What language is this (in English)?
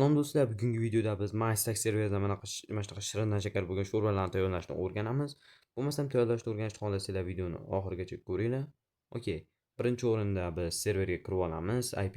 Uzbek